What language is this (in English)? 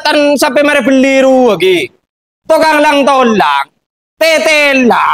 Madurese